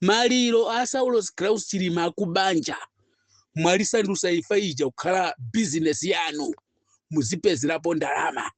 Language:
Nyanja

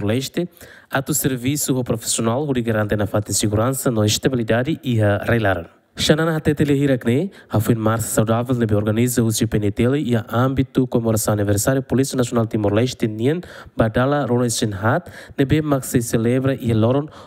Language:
Tetum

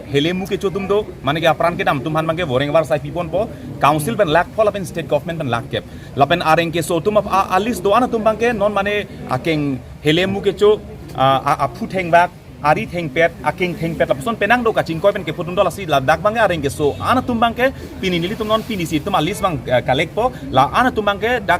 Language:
Karbi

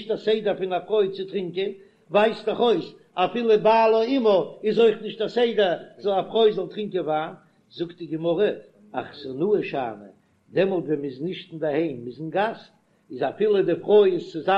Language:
Yiddish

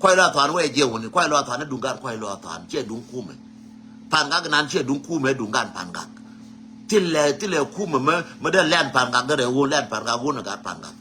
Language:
Nuer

